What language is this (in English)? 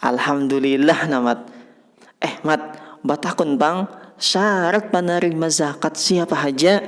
Banjar